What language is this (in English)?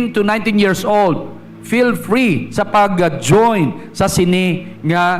Hiligaynon